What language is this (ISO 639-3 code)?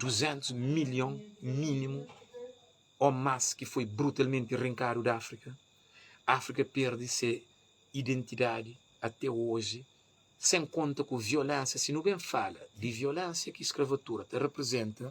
kea